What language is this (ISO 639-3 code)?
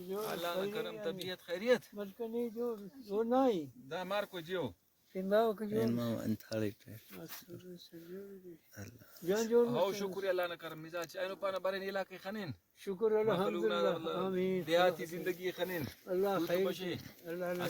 brh